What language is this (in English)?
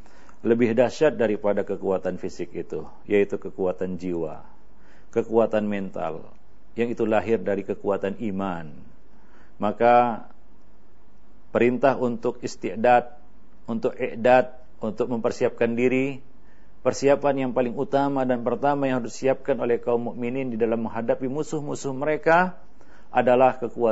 Indonesian